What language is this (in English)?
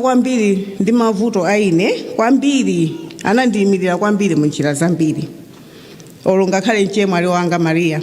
Nyanja